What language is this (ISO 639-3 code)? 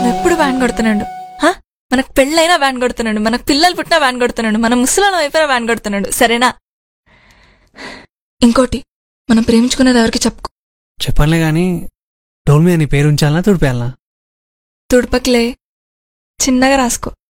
tel